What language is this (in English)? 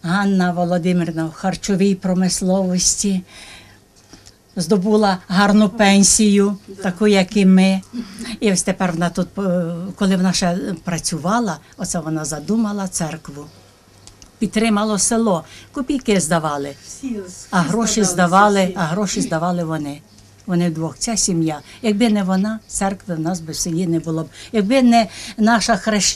Ukrainian